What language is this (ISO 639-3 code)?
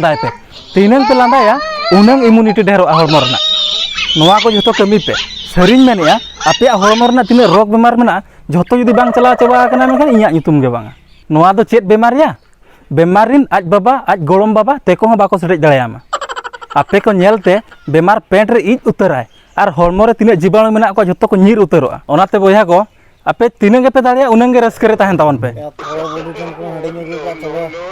sat